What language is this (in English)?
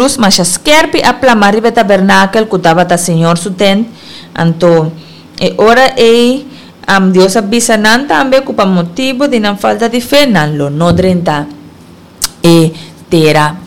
Papiamento